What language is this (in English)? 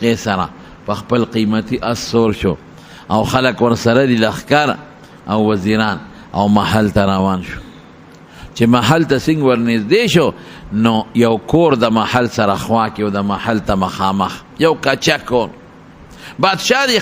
Pashto